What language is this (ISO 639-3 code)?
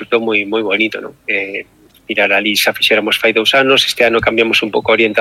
glg